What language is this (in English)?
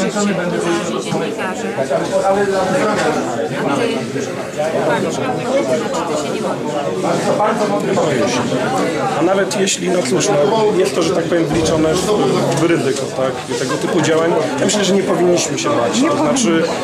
Polish